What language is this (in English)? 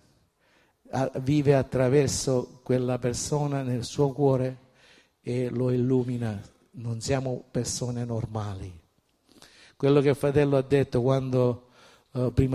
Italian